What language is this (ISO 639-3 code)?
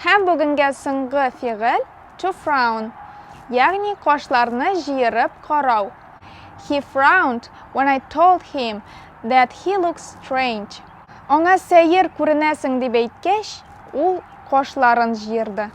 tat